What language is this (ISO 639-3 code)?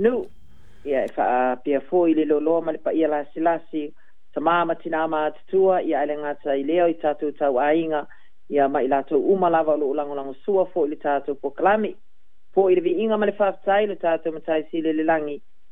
smo